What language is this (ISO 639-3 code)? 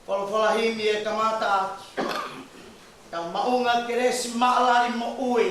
ton